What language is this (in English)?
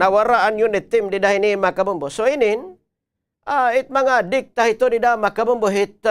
Waray